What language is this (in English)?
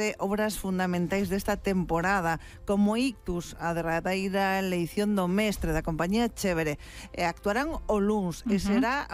Galician